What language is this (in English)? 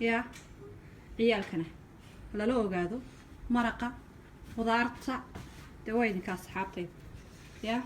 Somali